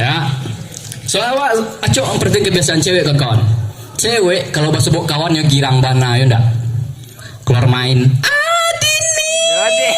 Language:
Minangkabau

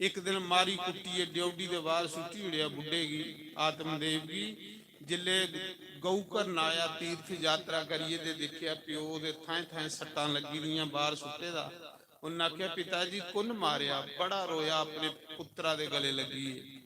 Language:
Dogri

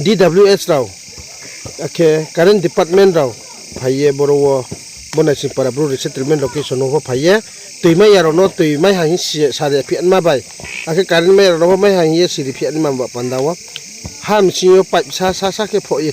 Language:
Riang (India)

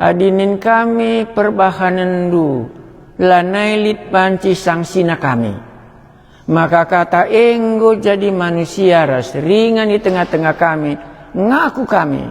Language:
Batak Karo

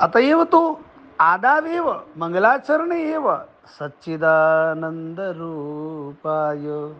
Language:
Sanskrit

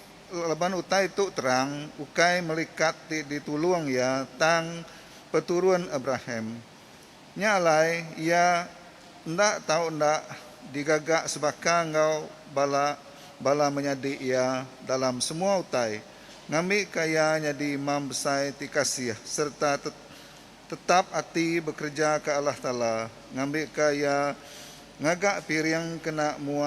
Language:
Iban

